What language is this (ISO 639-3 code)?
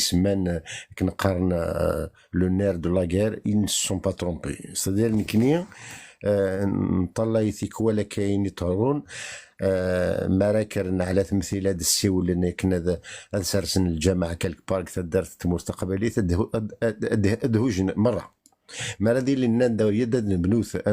kab